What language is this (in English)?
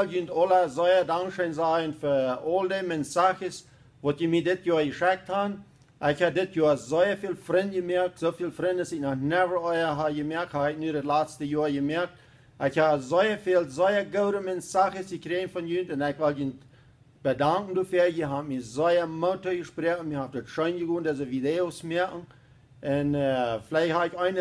Plautdietsch